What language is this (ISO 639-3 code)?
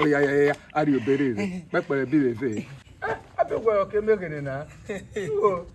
urh